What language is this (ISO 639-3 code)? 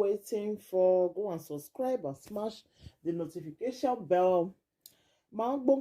pcm